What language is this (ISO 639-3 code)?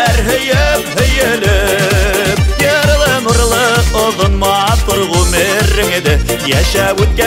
bak